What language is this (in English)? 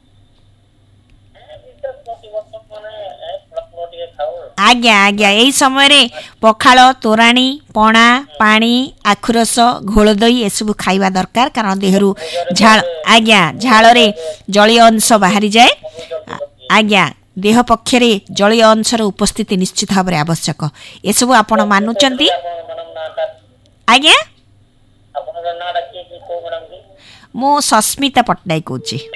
Odia